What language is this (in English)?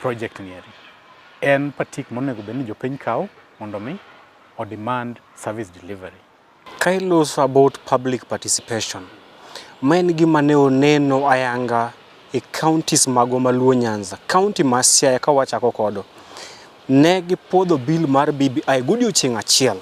Luo (Kenya and Tanzania)